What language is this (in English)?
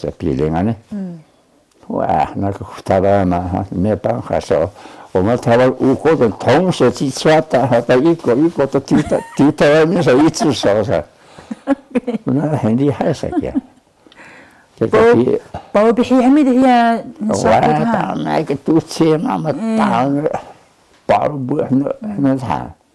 Taroko